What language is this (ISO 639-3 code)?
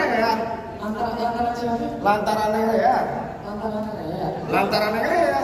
bew